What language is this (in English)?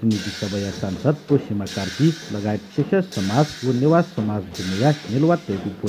Newari